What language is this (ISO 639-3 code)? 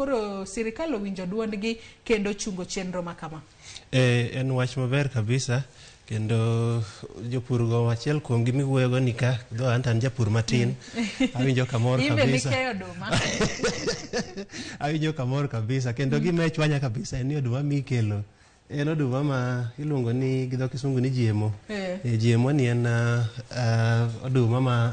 luo